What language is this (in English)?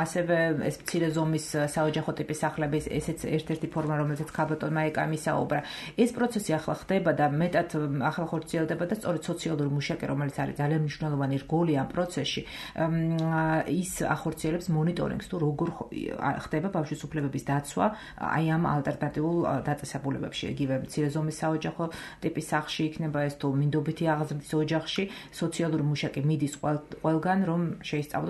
Georgian